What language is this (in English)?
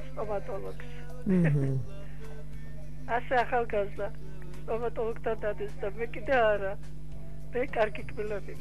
Georgian